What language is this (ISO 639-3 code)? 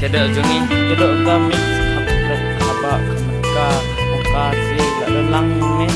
kha